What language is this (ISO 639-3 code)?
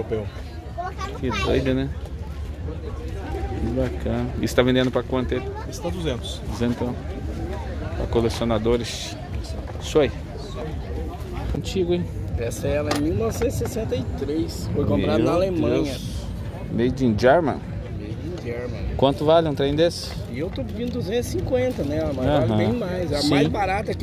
por